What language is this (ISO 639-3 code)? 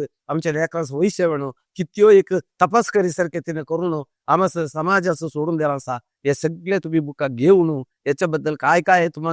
kok